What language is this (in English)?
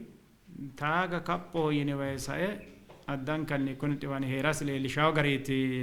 Sidamo